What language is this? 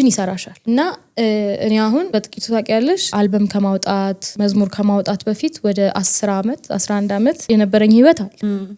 Amharic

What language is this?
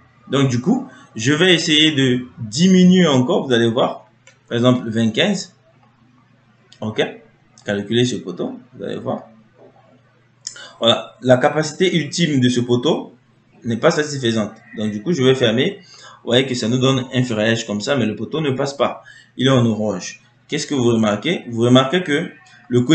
French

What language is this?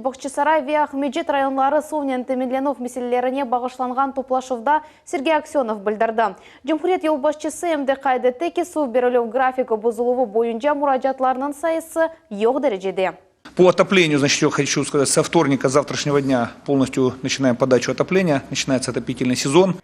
Crimean Tatar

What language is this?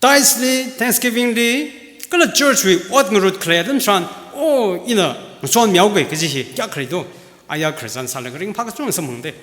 Tangkhul Naga (India)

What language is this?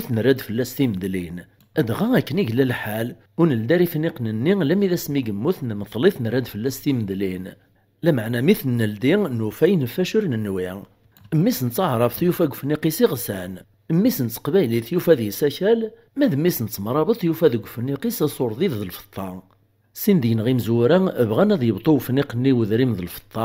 Kabyle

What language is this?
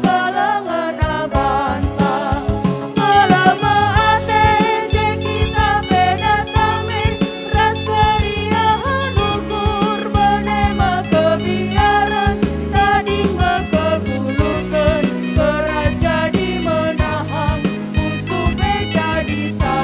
Batak Karo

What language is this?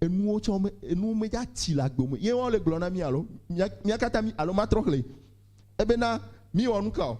Ewe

